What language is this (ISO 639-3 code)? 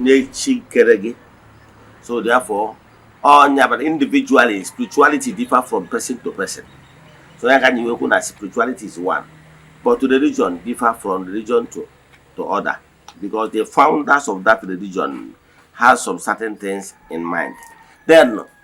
ibo